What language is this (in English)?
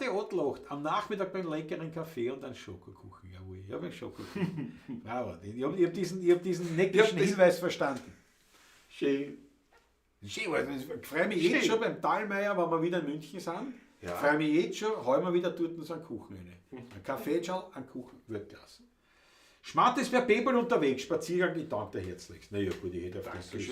Bavarian